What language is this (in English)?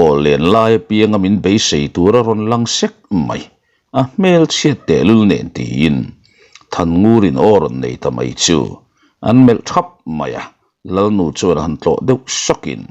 Mizo